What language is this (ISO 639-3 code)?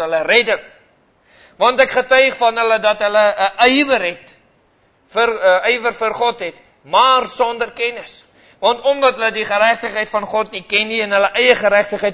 afr